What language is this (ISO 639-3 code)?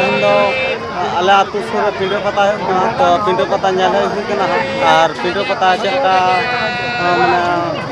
sat